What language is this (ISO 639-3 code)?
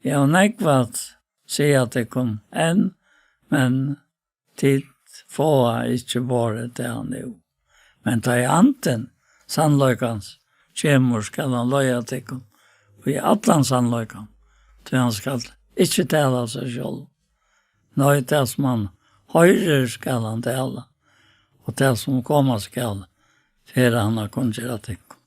fao